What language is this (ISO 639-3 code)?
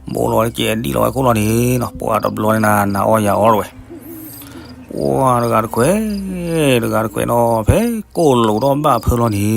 ksw